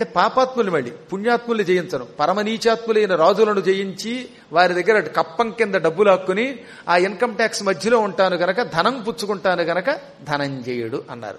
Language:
Telugu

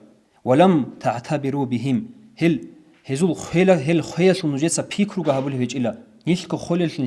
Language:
Avaric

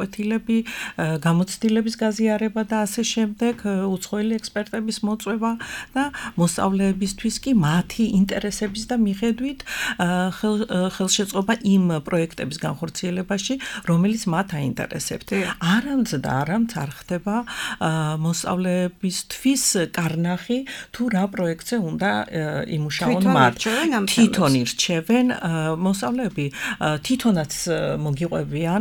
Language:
Georgian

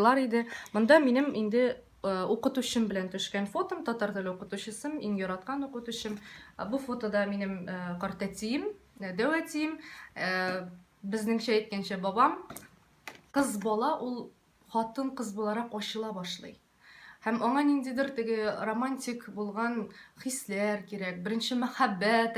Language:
Tatar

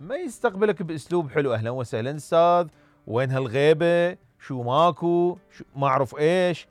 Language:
Mesopotamian Arabic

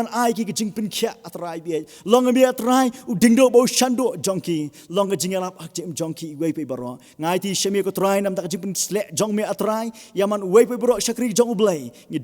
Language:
Khasi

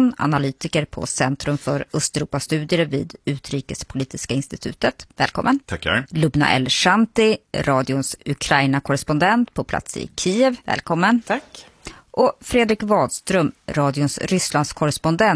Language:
Swedish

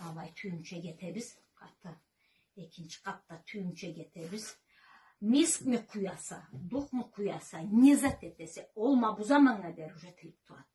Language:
Karachay-Balkar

